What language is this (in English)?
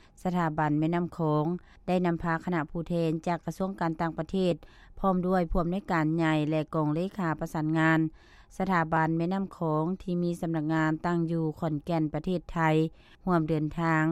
Lao